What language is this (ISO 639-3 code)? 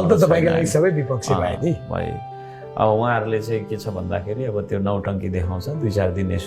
nep